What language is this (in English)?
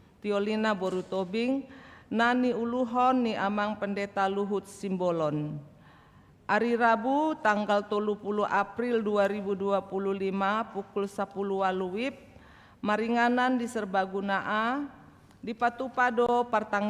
Batak Toba